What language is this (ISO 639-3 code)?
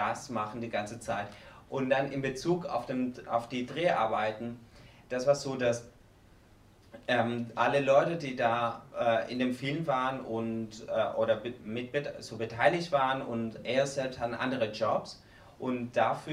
deu